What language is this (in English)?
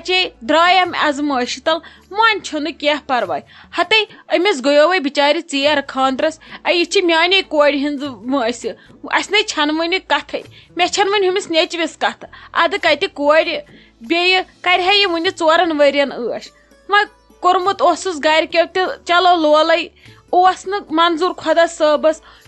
Kashmiri